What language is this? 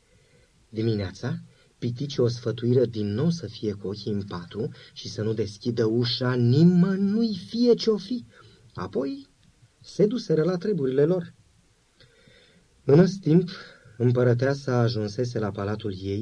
Romanian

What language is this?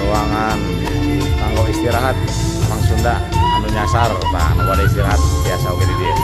Sundanese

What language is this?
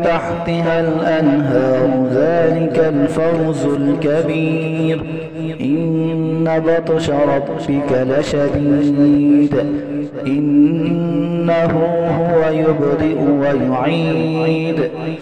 Arabic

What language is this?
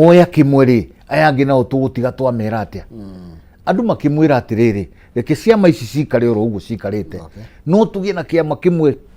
Kikuyu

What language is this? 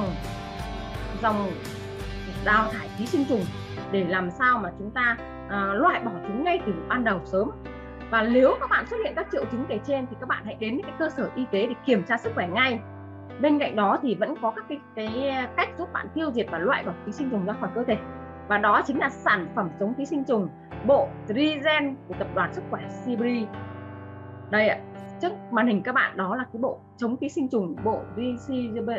Vietnamese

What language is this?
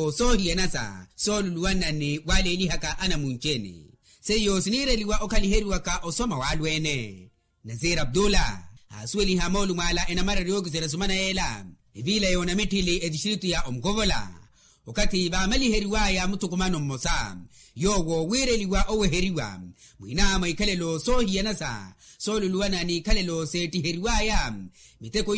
Makhuwa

